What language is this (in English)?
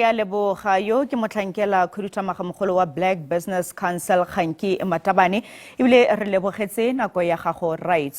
Tswana